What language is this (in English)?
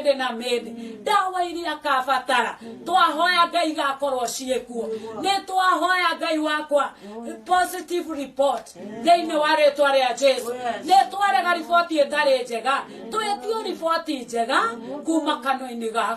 Kikuyu